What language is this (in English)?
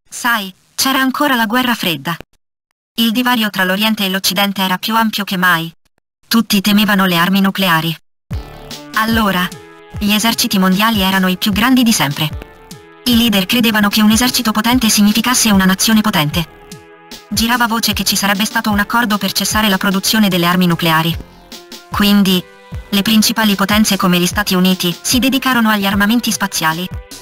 Italian